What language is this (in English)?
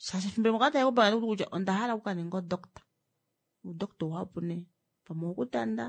Kuanyama